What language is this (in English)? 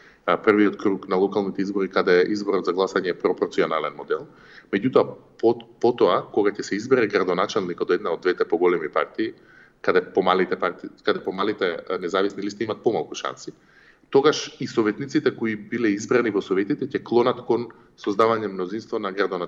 Macedonian